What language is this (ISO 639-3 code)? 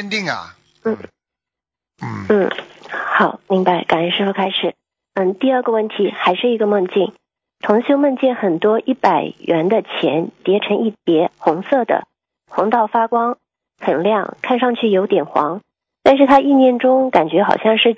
zho